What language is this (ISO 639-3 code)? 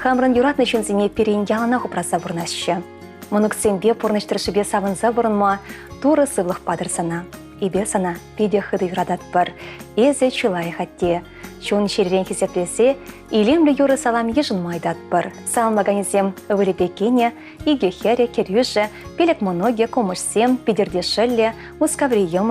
chv